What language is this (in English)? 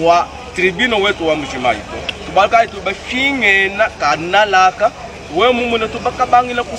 Luba-Lulua